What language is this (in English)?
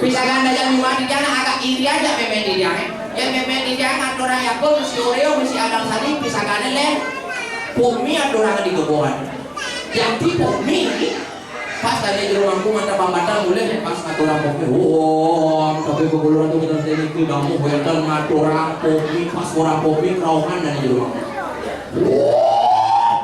Balinese